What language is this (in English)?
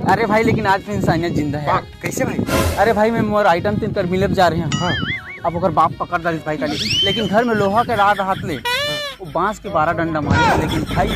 Chhattisgarhi